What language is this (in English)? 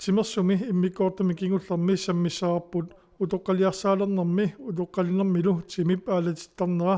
Kalaallisut